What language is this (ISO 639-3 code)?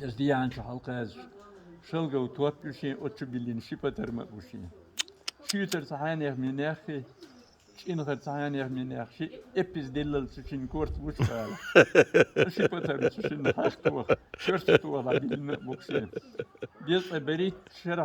che